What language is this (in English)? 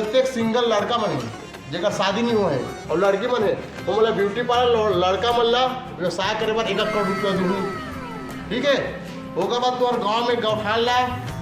Chhattisgarhi